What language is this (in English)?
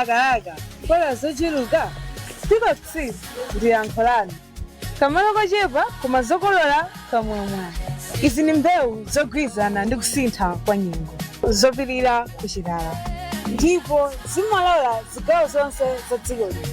English